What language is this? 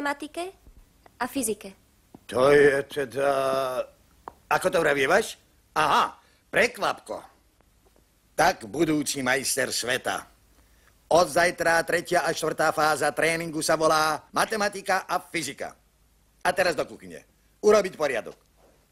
Slovak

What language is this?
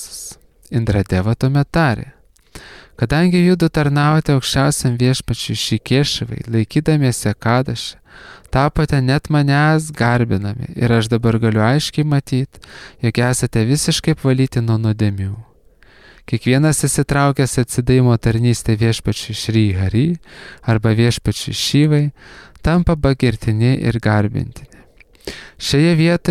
Lithuanian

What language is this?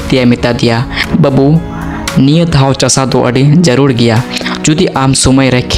Santali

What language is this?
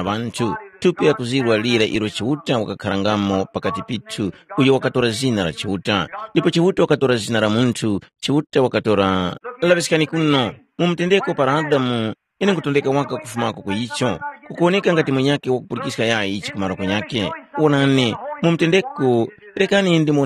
Tumbuka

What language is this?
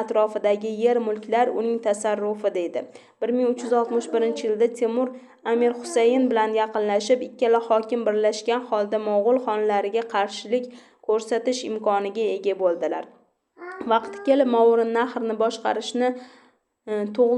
Uzbek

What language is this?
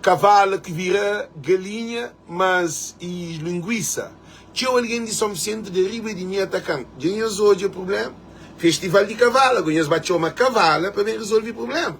Kabuverdianu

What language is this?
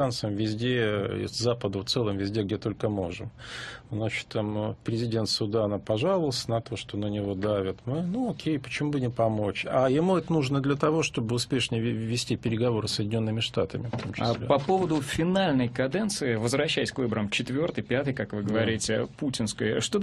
Russian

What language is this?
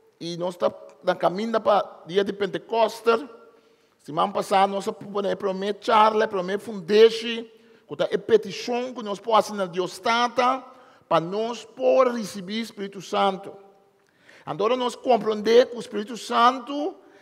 Papiamento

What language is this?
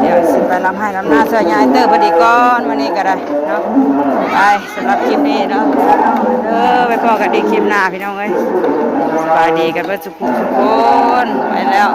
Northeastern Thai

